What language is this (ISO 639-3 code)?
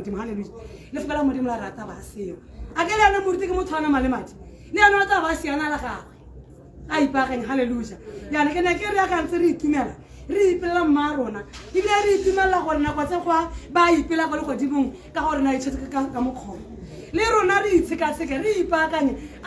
tsn